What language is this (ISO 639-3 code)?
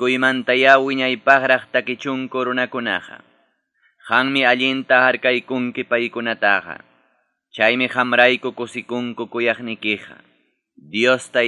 quy